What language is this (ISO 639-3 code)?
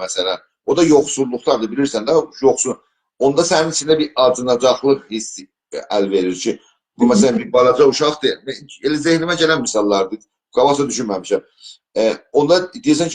azb